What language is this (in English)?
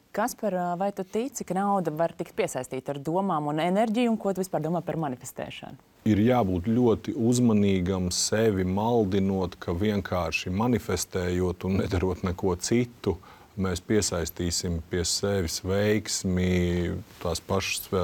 Latvian